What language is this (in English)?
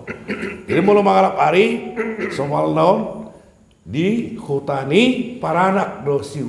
Batak Toba